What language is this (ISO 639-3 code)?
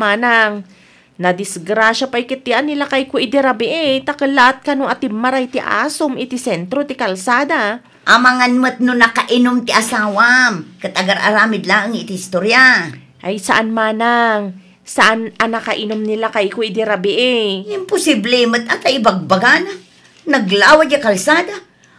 ilo